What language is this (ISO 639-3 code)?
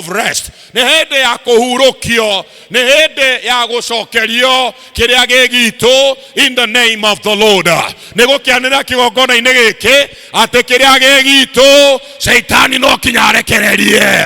kik